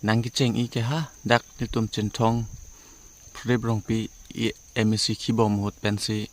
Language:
Karbi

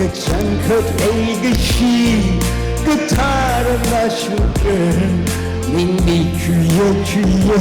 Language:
Tangkhul Naga (India)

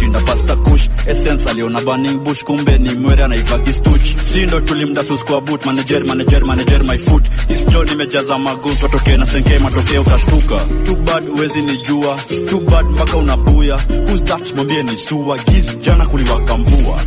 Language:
Swahili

